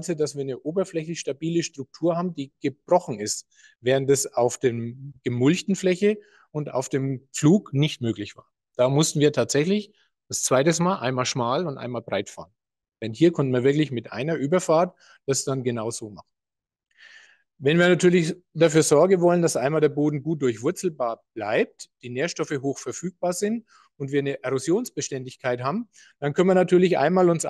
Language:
German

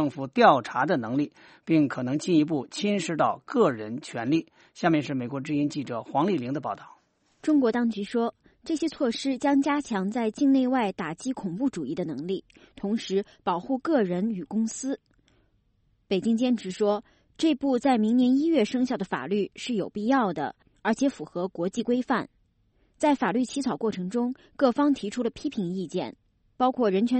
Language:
Chinese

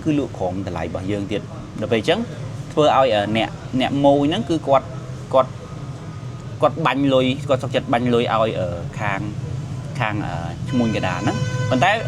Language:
Khmer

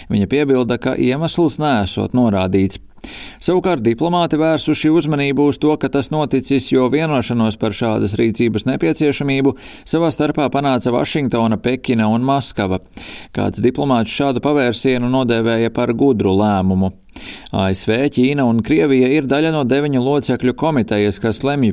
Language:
Latvian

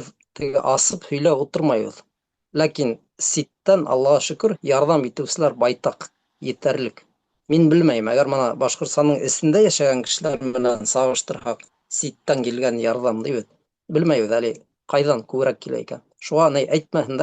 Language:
Bashkir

